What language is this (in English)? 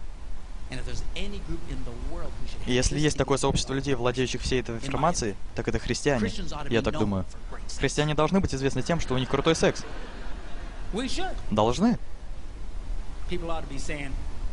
Russian